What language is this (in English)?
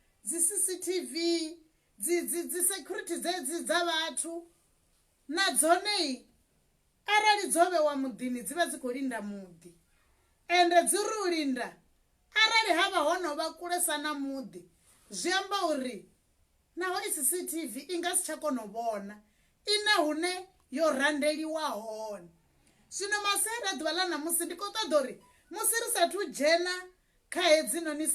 Venda